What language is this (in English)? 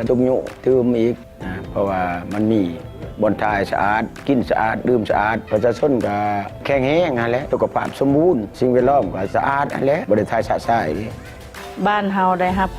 Lao